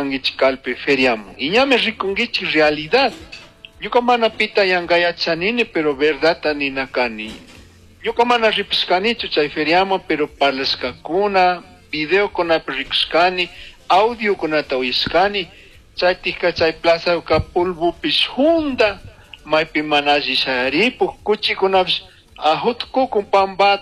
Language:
Chimborazo Highland Quichua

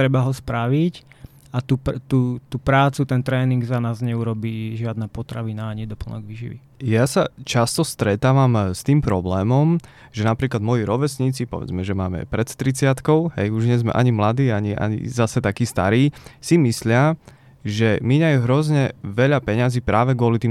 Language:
Slovak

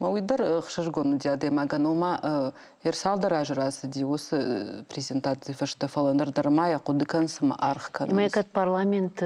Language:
Ossetic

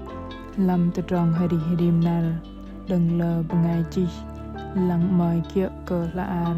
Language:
Bahnar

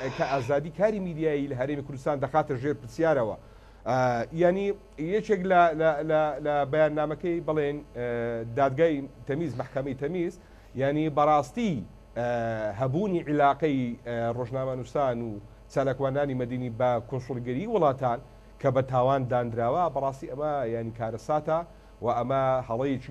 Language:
Central Kurdish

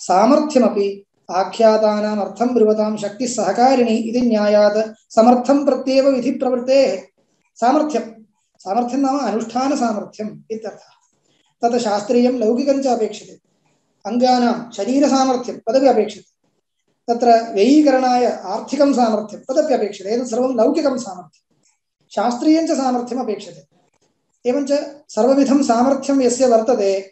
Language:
Sanskrit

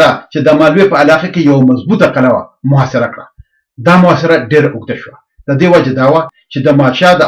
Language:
Pashto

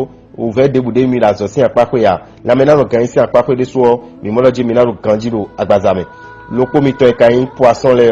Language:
Fon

